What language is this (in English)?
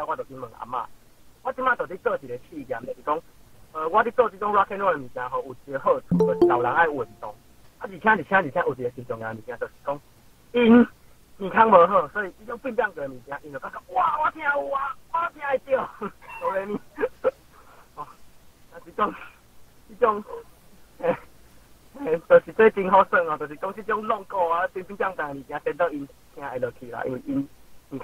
Min Nan Chinese